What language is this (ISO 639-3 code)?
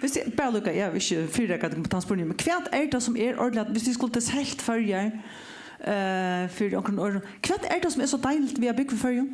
fao